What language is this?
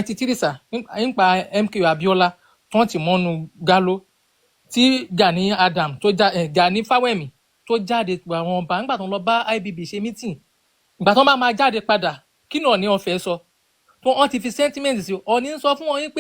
Yoruba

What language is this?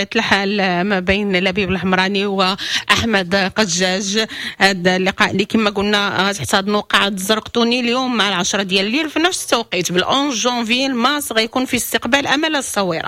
Moroccan Arabic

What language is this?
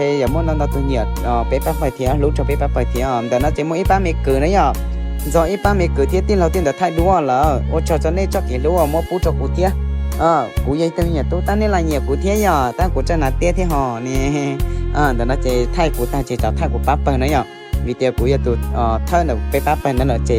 Hmong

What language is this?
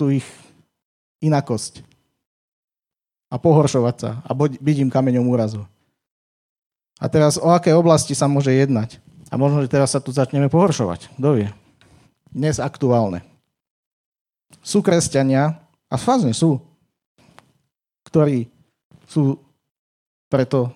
Slovak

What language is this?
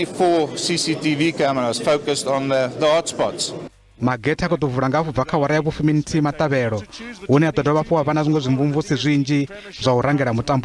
Venda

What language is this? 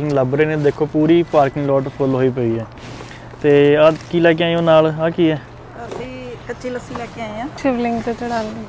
Punjabi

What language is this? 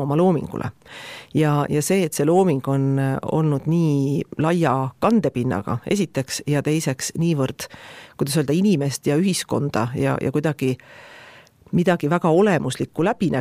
Estonian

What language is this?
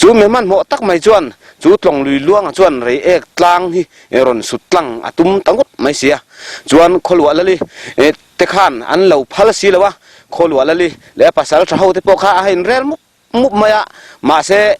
Mizo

